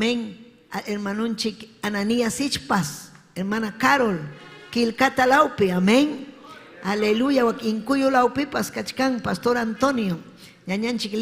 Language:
Ayacucho Quechua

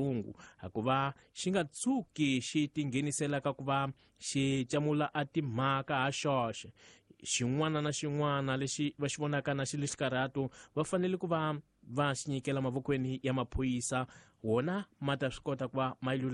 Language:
Tsonga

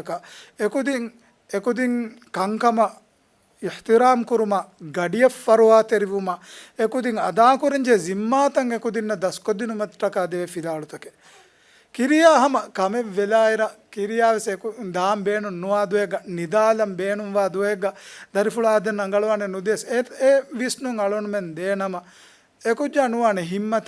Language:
Divehi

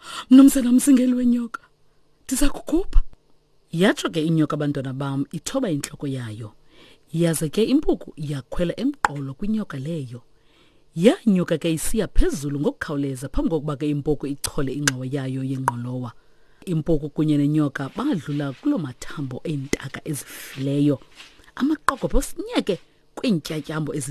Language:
Xhosa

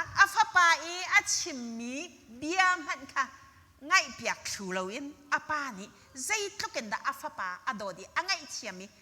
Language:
Hakha Chin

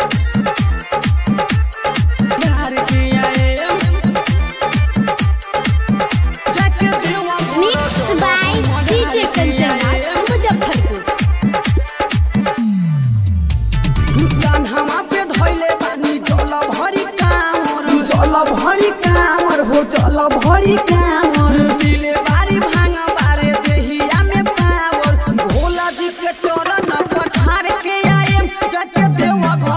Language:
Bhojpuri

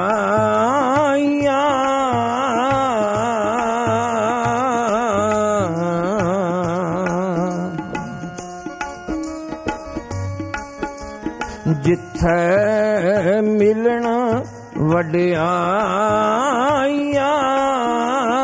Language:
Punjabi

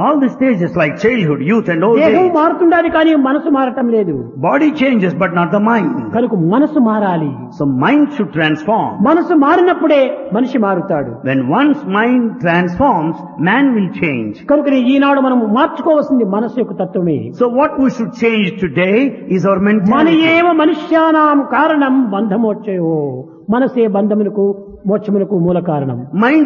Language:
Telugu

